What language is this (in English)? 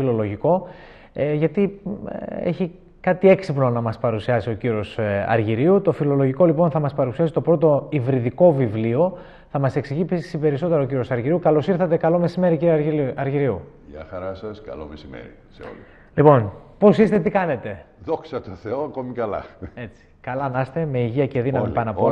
Greek